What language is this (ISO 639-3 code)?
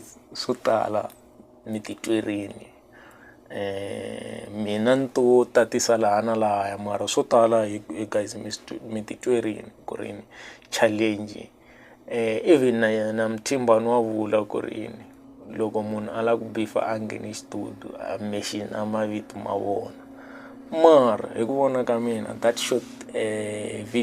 tso